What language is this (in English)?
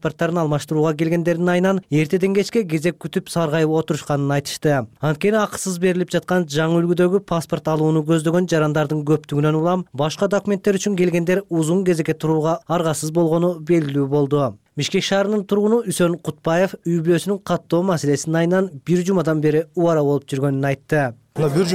Kyrgyz